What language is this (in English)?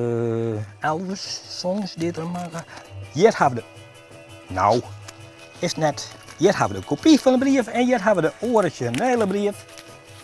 Western Frisian